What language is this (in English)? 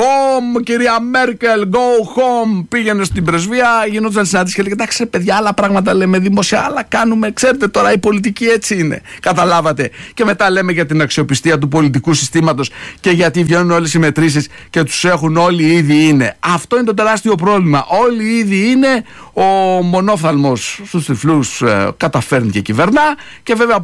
Greek